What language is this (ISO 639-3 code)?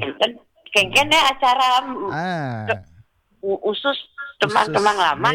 ban